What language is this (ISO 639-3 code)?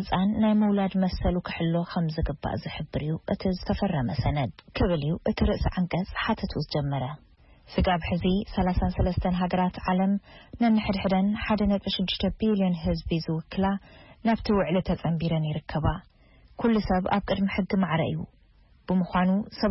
tir